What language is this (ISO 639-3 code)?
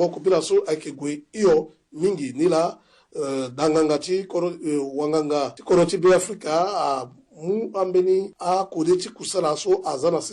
sag